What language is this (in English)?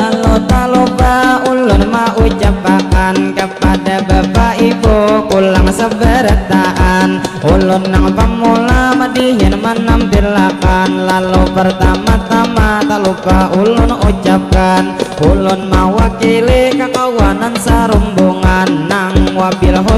Banjar